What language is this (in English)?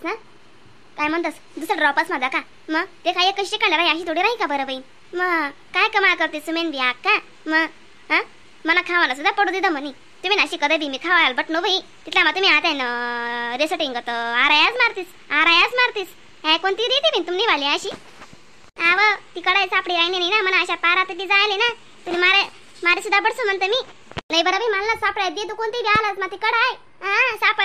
Khandesi